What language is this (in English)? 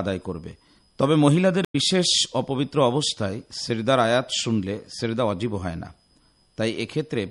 Bangla